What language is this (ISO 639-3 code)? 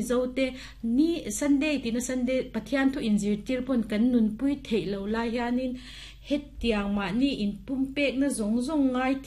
lus